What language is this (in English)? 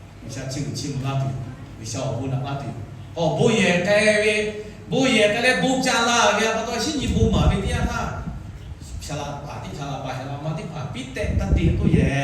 Lahu